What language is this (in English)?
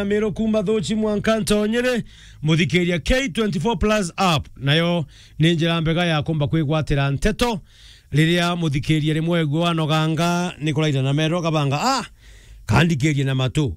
Meru